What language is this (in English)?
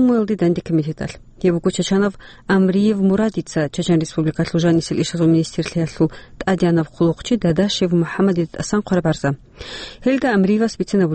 Avaric